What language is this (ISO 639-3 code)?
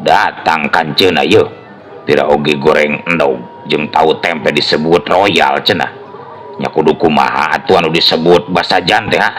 sun